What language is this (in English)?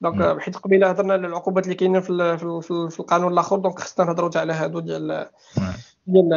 Moroccan Arabic